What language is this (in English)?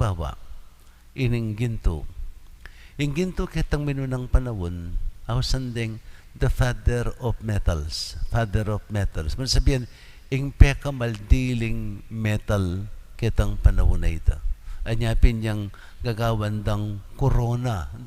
Pampanga